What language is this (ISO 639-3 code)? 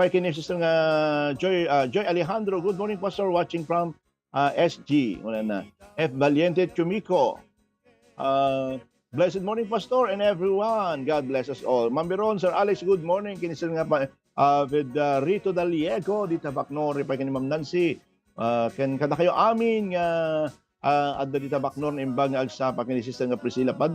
ilo